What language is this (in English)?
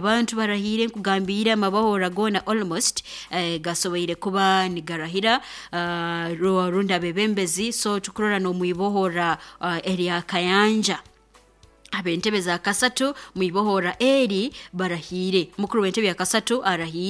Nyoro